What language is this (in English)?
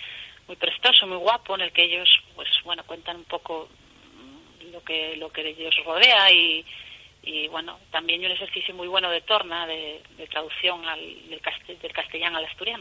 Asturian